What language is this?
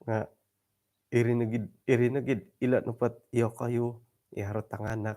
Central Dusun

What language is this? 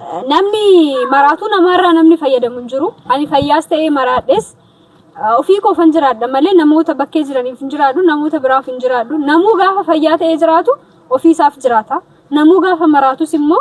Oromo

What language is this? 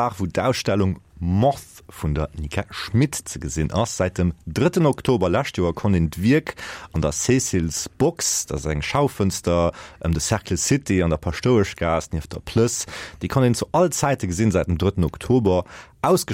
Luxembourgish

